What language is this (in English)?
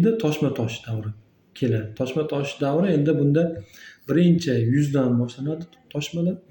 Uzbek